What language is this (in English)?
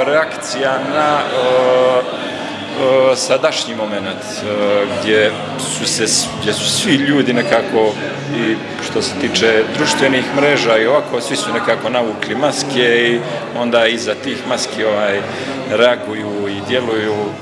Bosnian